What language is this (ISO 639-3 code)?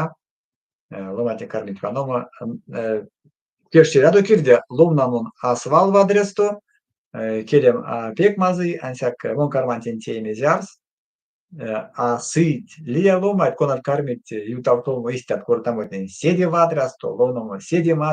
myv